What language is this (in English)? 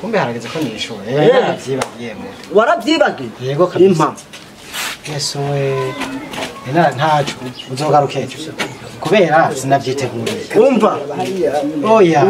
Rundi